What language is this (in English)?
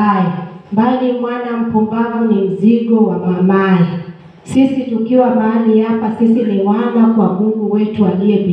Swahili